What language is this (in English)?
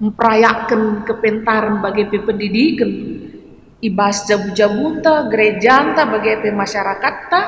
Batak Karo